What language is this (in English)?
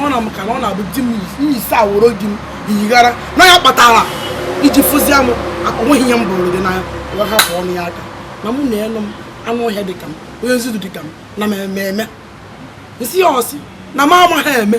Igbo